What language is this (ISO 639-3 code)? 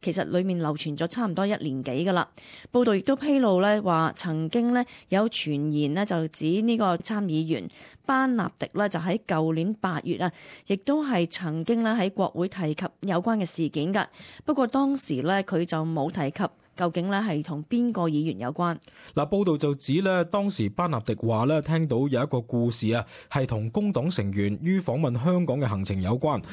yue